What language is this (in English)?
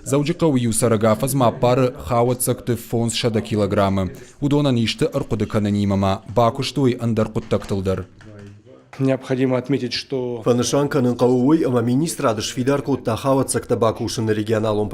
Ossetic